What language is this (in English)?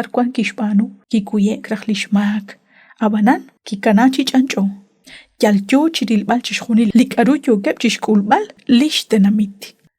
Kekchí